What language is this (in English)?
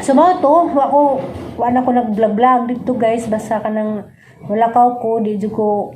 Cebuano